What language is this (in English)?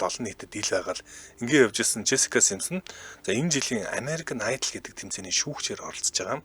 Mongolian